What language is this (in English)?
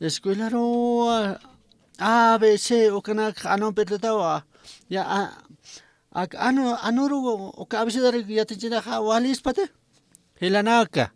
Aymara